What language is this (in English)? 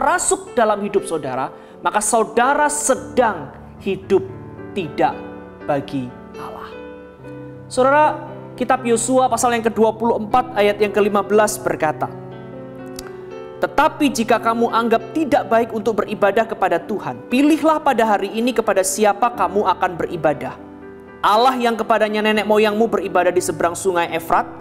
Indonesian